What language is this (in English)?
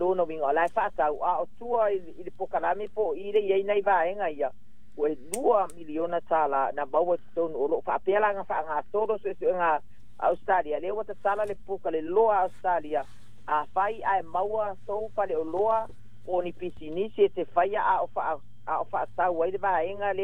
Samoan